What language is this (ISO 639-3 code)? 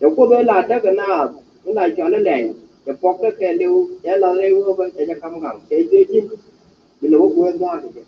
nus